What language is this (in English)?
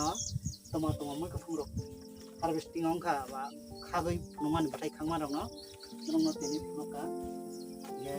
Kok Borok